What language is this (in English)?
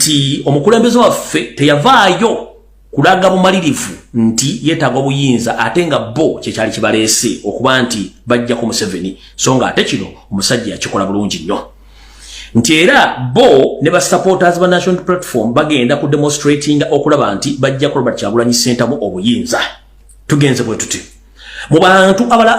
Ganda